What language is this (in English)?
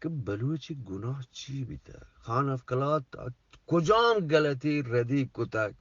Eastern Balochi